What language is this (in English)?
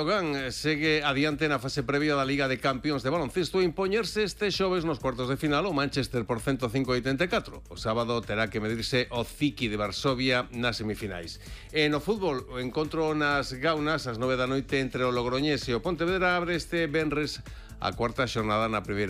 Galician